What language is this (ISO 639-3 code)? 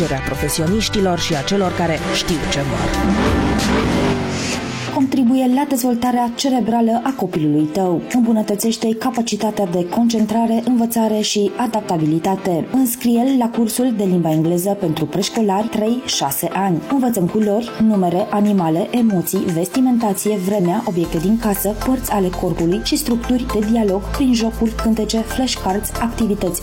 ron